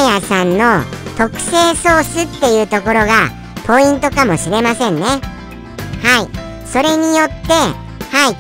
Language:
Japanese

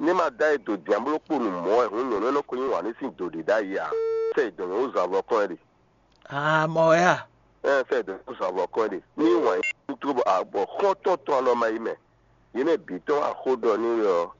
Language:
Fon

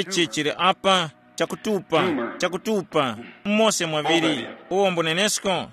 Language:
Tumbuka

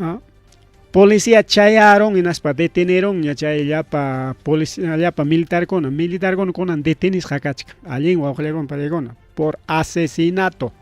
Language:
Ayacucho Quechua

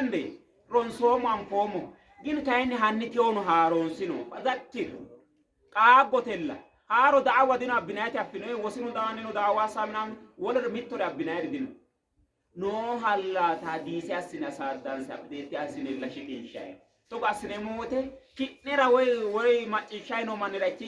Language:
Sidamo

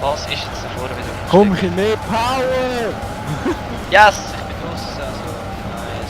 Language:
Swiss German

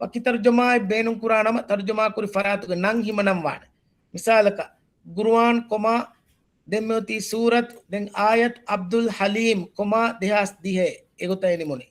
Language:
Divehi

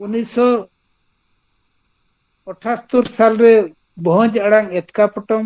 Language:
Santali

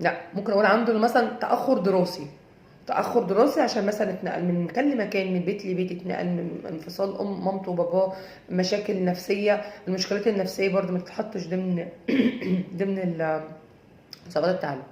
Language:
Egyptian Arabic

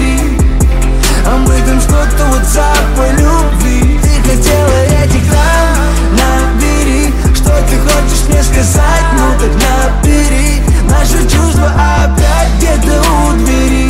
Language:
Russian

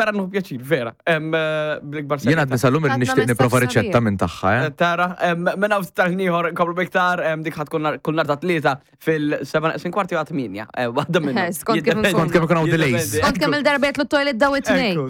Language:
Maltese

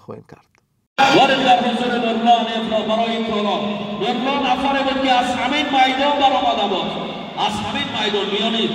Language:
Tajik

